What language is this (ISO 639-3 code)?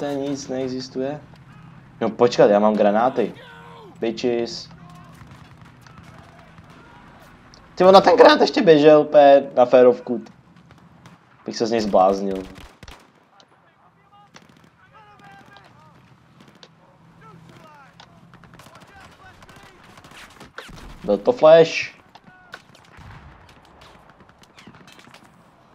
ces